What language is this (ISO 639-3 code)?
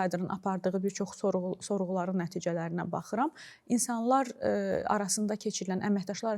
aze